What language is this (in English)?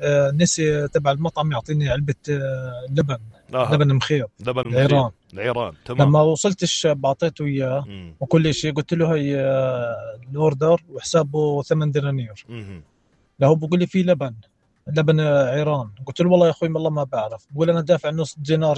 North Levantine Arabic